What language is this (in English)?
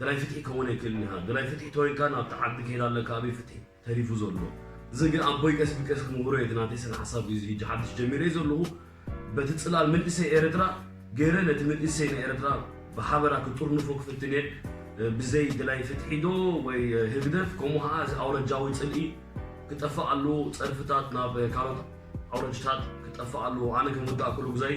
Tigrinya